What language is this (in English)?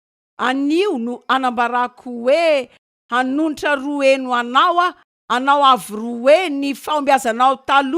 Malagasy